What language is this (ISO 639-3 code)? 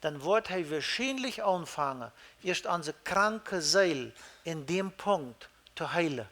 pdt